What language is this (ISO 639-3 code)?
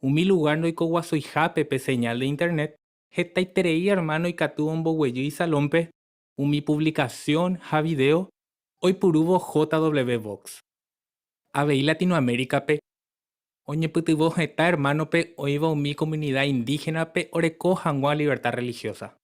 grn